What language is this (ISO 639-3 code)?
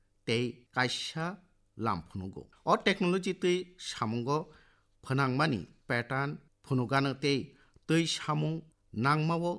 trp